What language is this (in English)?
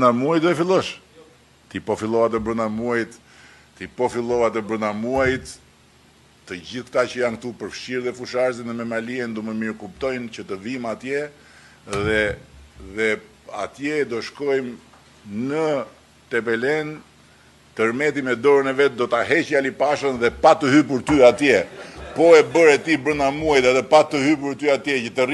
Albanian